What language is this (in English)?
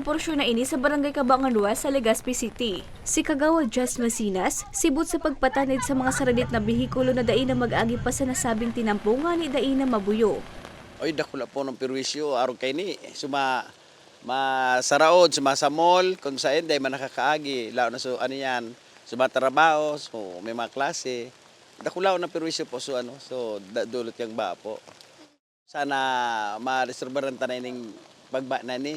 Bikol